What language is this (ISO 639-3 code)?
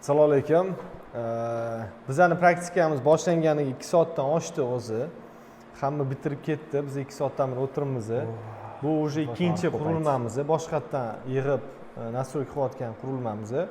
uzb